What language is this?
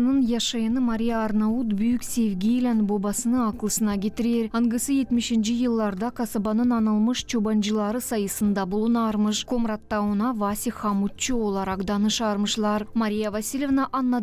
Gagauz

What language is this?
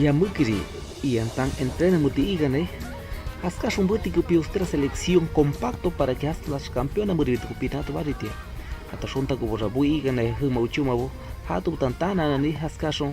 Shipibo-Conibo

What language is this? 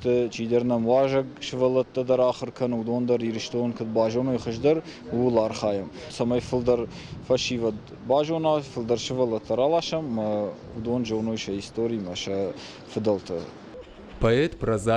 Ossetic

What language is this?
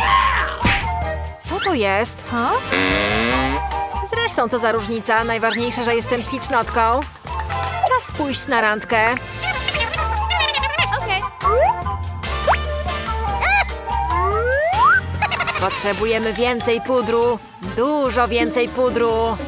Polish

